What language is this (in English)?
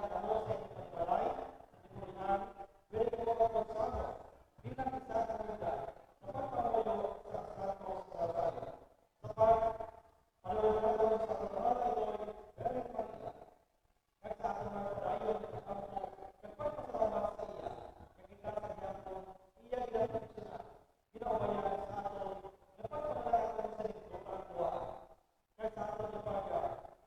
Hiligaynon